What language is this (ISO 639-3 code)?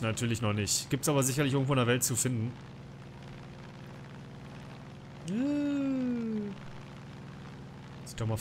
deu